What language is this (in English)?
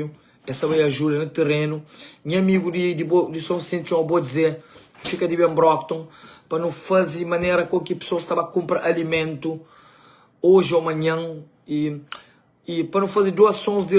Kabuverdianu